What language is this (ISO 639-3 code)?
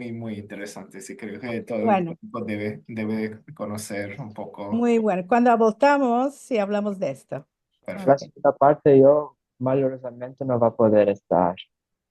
lad